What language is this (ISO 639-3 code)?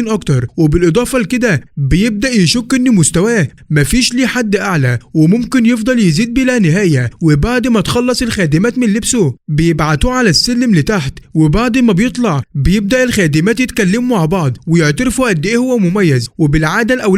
arz